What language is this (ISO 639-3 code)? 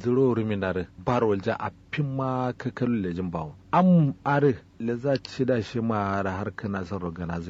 kau